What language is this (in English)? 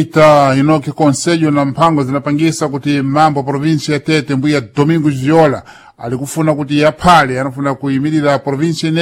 Sena